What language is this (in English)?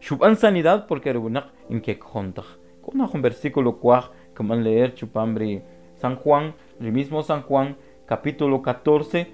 Kʼicheʼ